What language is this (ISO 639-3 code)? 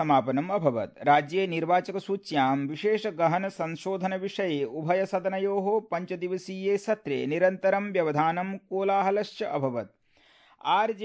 san